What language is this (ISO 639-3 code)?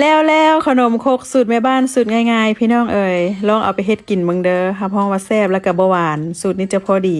lao